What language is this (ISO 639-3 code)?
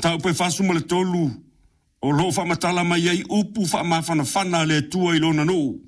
smo